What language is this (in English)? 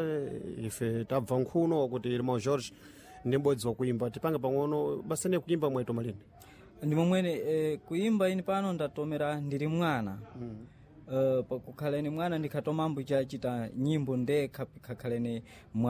Sena